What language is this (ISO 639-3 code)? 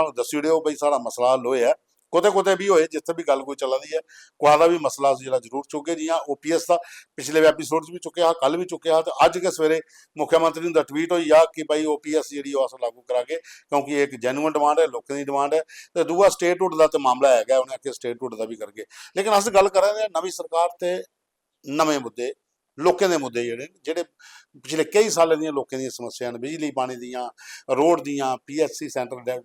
doi